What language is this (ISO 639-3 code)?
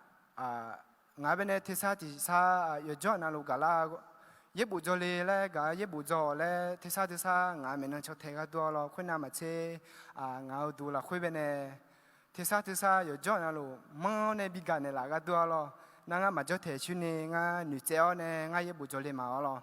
ahk